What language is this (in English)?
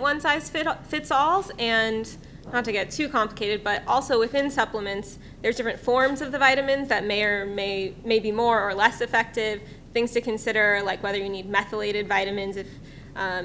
English